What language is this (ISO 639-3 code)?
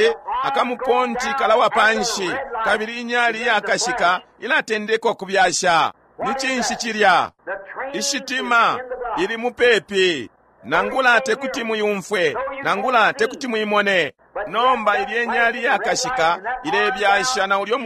bem